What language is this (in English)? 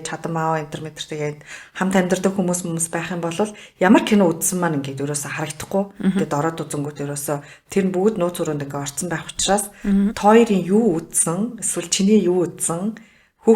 Mongolian